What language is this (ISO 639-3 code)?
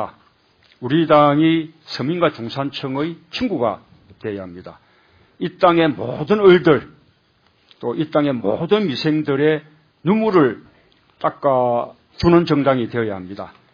kor